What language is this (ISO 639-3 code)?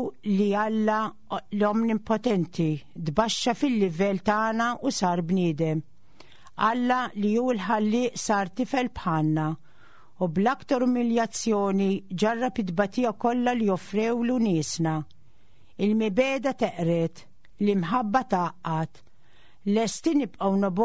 mlt